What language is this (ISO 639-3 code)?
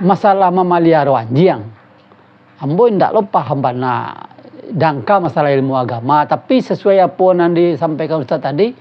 min